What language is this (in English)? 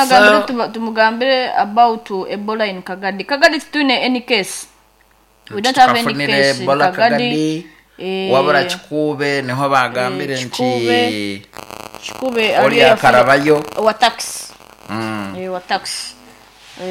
Nyoro